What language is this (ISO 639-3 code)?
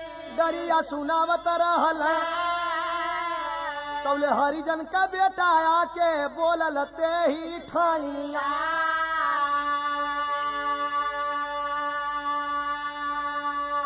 bho